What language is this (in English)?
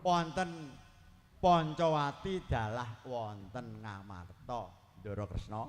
Javanese